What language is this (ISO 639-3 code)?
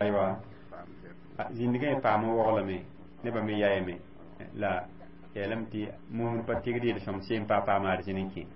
mos